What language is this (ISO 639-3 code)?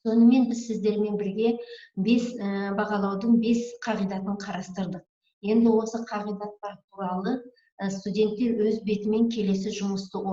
kaz